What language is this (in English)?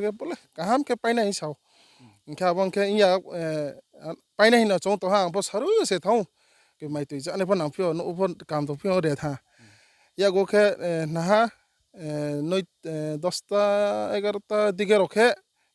Riang (India)